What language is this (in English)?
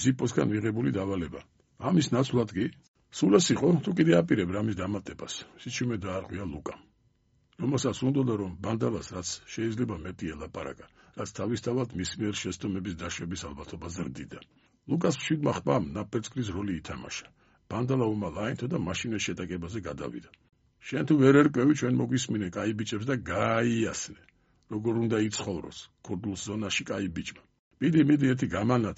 Georgian